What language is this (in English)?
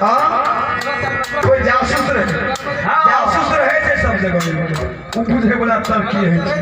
Maithili